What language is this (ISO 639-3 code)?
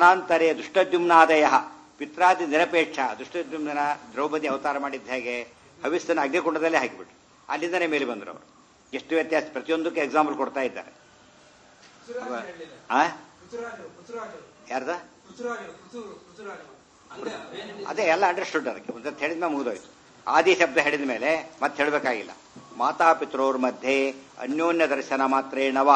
kan